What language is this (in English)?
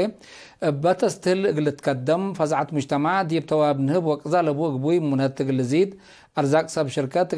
Tigre